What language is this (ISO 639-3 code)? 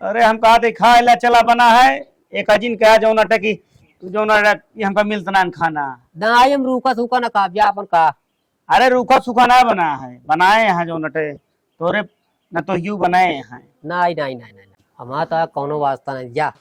awa